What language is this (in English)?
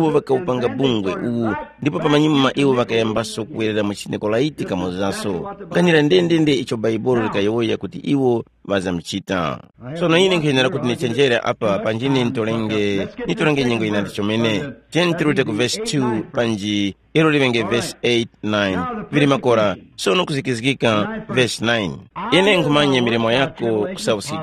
Tumbuka